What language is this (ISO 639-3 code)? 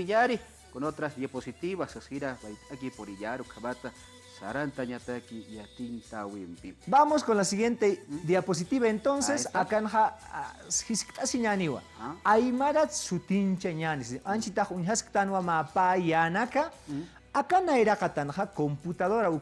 aym